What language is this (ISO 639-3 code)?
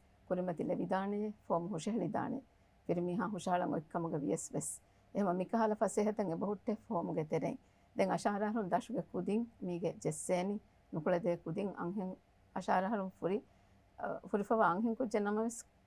div